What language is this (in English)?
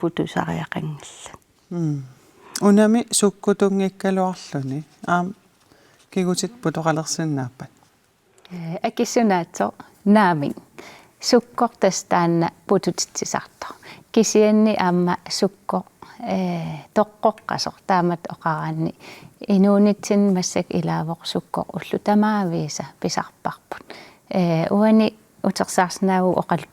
Kalaallisut